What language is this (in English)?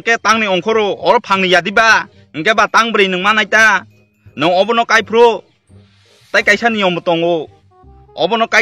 Kok Borok